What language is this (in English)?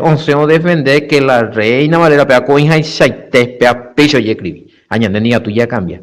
Guarani